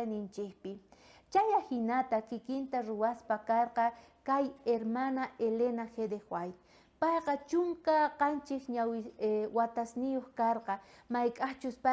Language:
South Bolivian Quechua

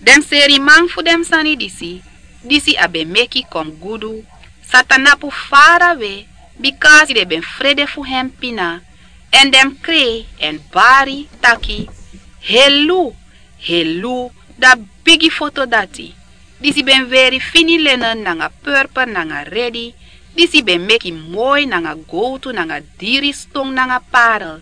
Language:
Sranan Tongo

